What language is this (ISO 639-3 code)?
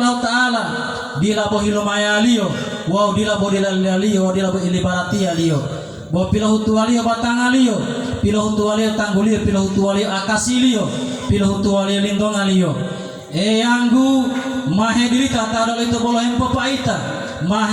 gor